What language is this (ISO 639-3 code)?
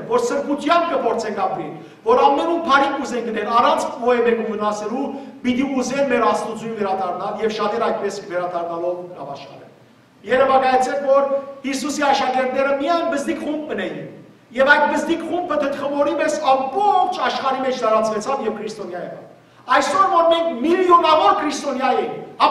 hyw